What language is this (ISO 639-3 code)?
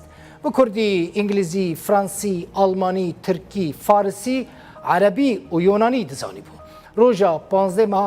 kur